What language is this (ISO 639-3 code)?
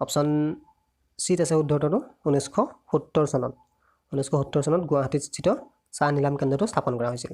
asm